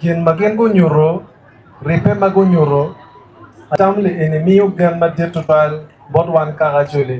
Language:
Acoli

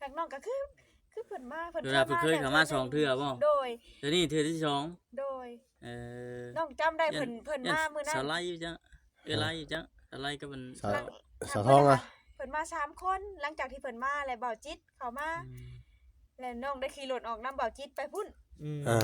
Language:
Northeastern Thai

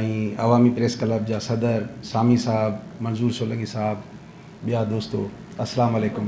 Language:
Sindhi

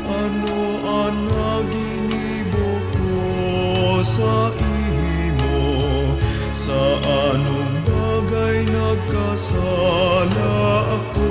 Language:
Bikol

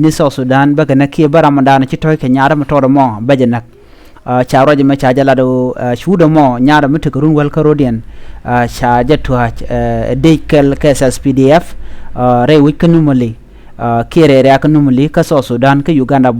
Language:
Nuer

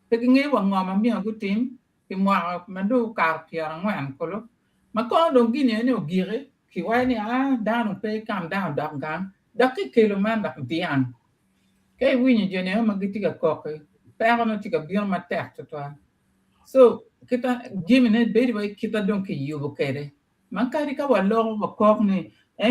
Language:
Acoli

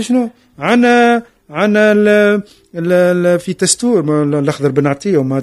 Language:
Tunisian Arabic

